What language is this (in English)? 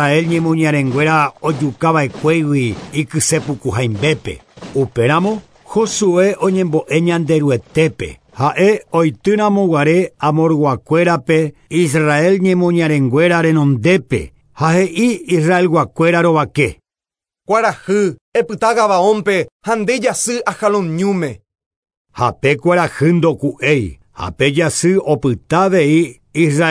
Guarani